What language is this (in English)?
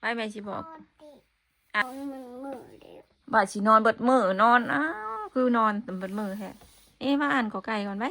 Northeastern Thai